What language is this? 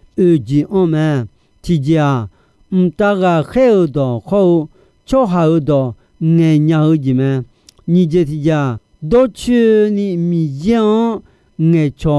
Akha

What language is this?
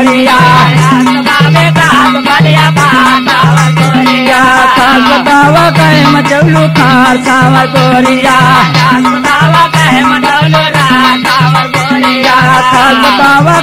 Bhojpuri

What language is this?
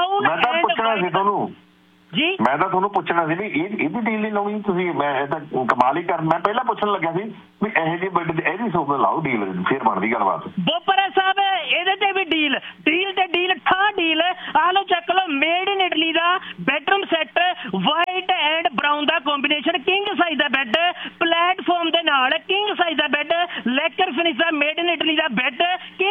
Punjabi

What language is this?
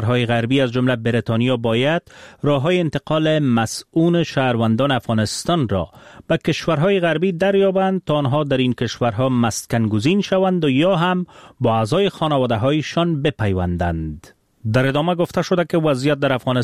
Persian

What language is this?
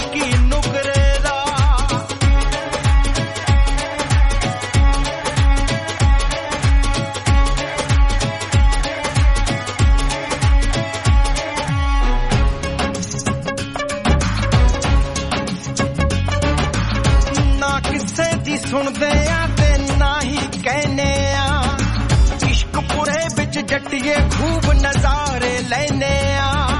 Punjabi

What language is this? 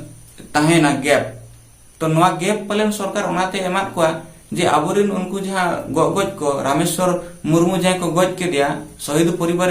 Santali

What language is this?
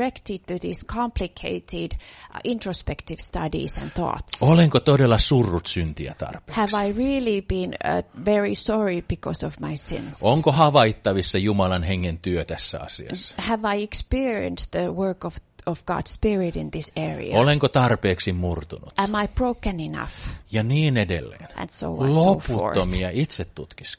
Finnish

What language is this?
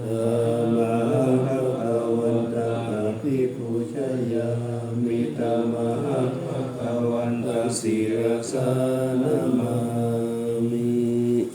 Pali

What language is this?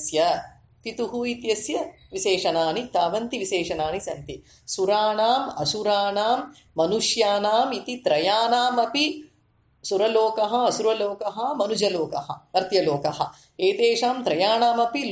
Sanskrit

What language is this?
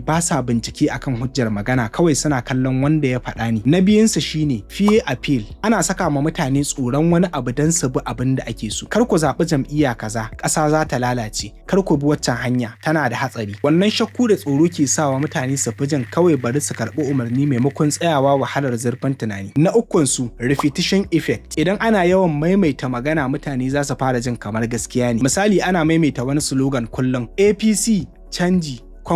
Hausa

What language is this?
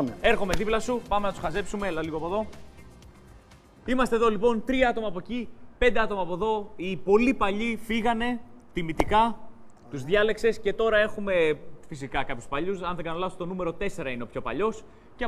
Greek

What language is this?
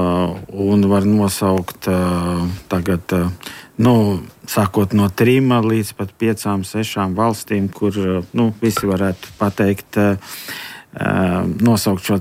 Latvian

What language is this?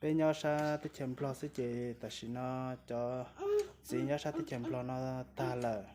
Hmong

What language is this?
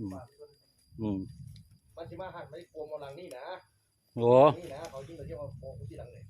Northeastern Thai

